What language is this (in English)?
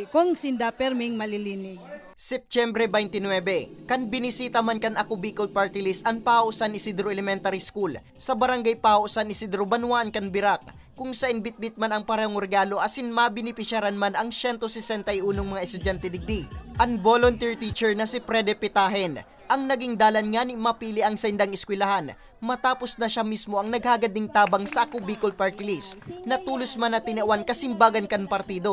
Bikol